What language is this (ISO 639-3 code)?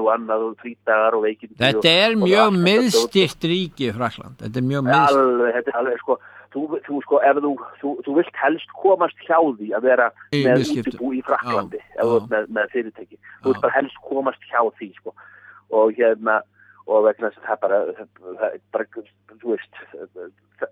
isl